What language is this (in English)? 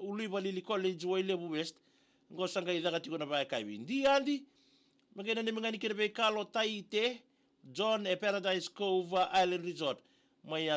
Fijian